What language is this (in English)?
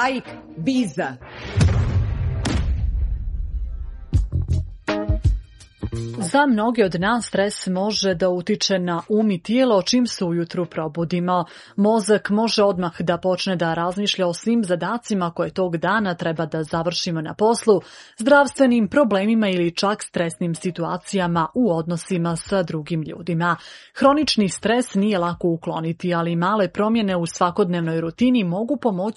Serbian